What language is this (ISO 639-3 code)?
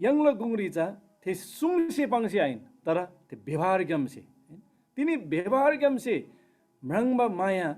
taj